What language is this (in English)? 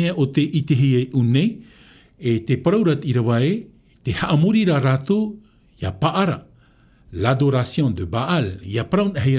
Tahitian